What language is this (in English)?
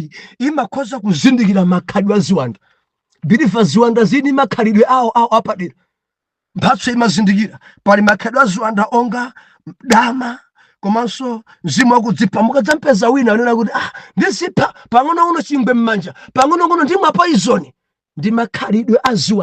Nyanja